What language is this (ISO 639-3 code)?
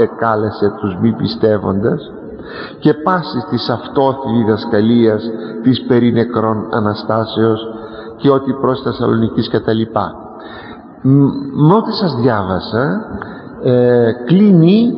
ell